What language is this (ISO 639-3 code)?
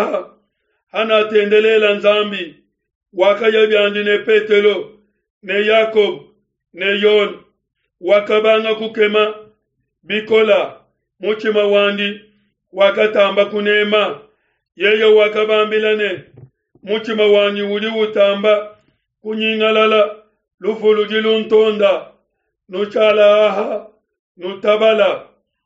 lua